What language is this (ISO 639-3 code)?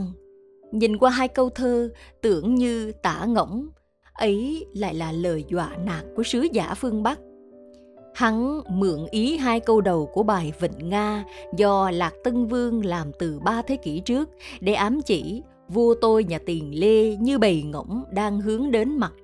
vie